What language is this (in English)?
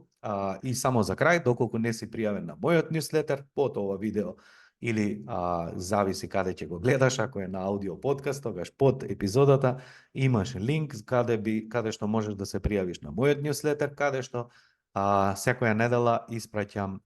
Macedonian